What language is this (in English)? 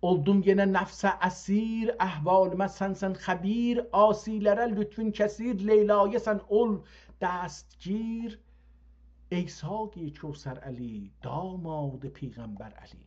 South Azerbaijani